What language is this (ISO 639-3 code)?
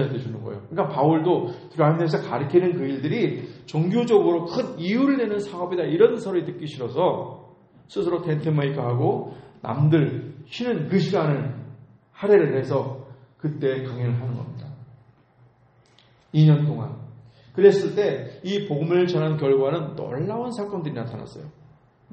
kor